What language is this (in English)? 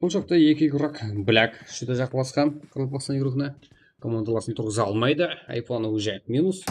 Kara-Kalpak